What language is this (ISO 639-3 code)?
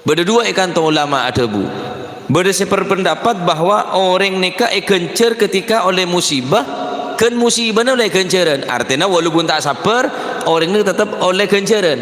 mad